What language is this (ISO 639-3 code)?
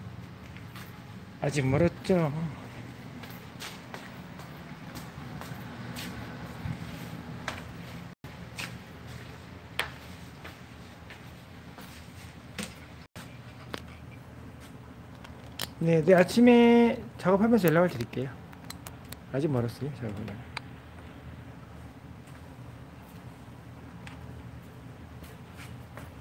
kor